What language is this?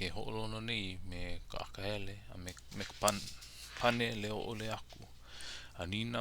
Hawaiian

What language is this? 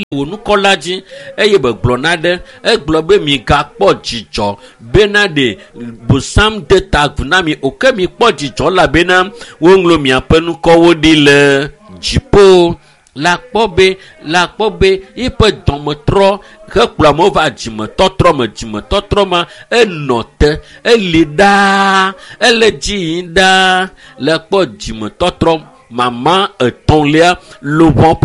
Ewe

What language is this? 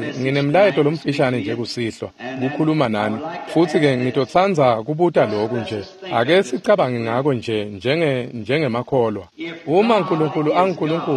Swati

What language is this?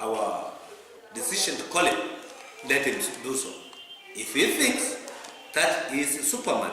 Kamba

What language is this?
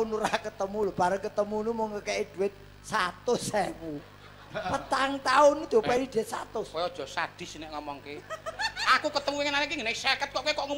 Javanese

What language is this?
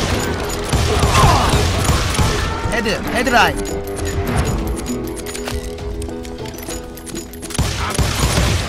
Korean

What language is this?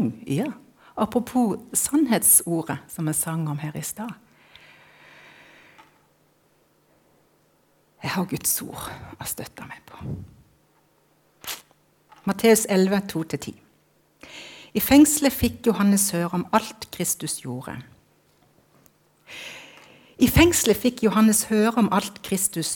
Norwegian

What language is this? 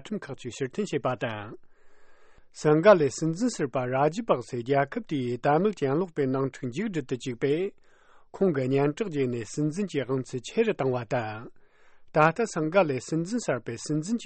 Tibetan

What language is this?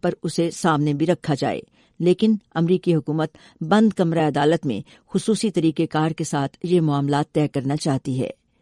Urdu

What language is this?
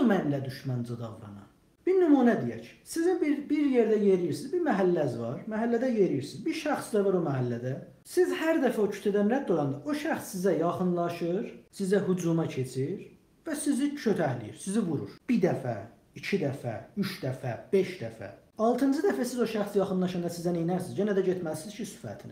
South Azerbaijani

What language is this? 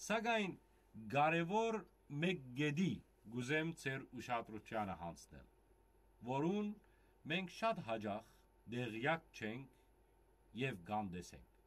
Western Armenian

